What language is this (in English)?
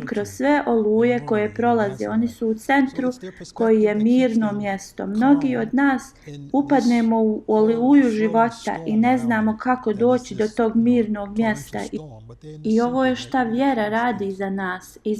Bosnian